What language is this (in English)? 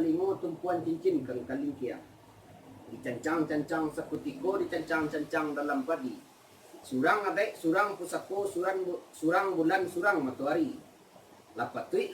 Minangkabau